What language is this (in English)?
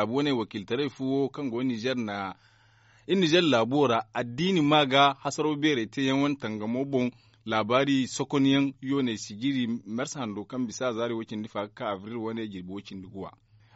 Zarma